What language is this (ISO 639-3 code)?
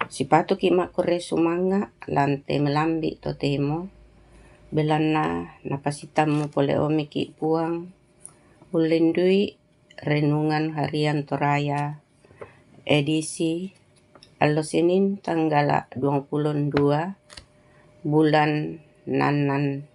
sda